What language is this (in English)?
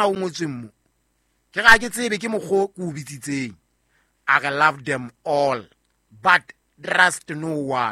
Southern Sotho